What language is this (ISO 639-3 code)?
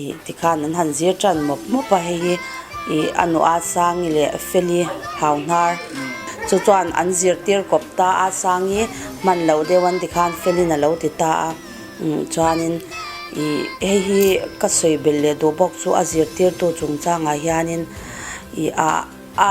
lus